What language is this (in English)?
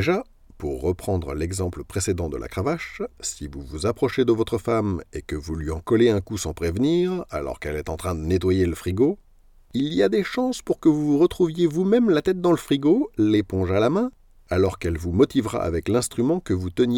French